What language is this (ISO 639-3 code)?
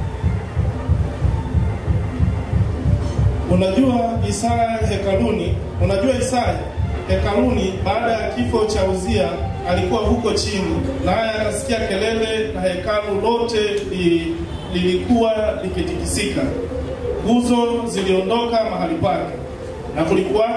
swa